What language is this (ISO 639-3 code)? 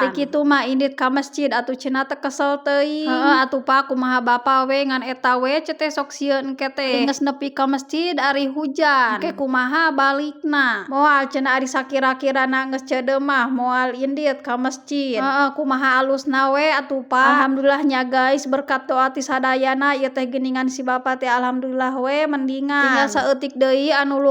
sun